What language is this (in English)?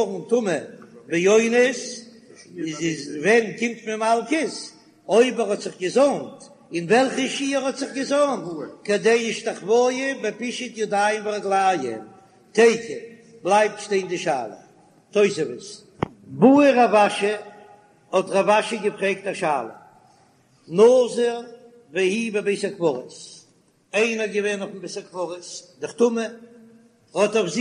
Yiddish